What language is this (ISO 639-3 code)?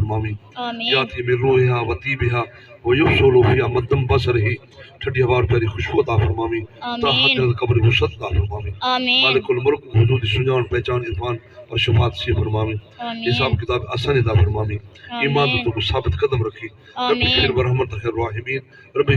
skr